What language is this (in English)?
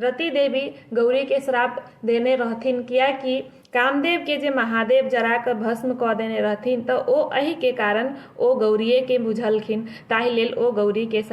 Maithili